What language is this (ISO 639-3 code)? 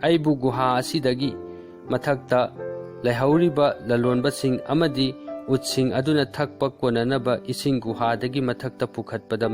mni